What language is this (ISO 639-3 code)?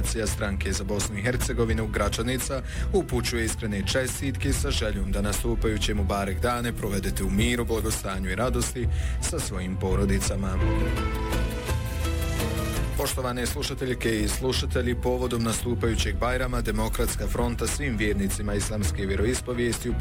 bos